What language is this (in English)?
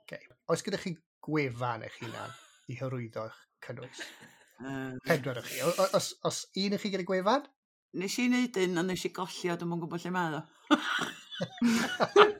Welsh